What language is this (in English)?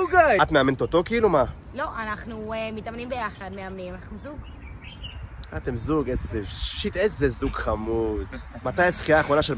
Hebrew